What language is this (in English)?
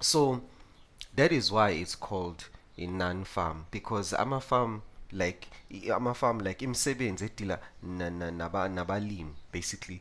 Zulu